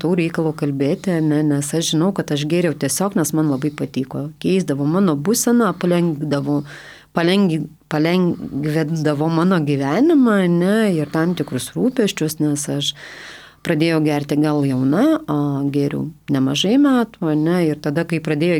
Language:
Lithuanian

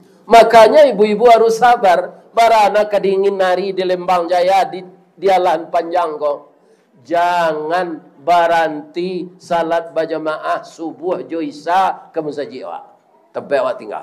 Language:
Minangkabau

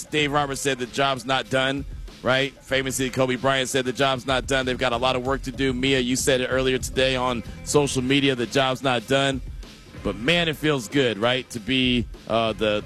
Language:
English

